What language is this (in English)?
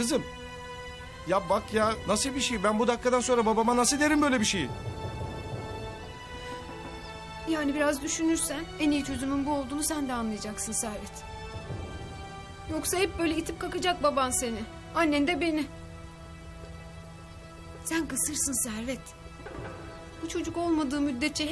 Turkish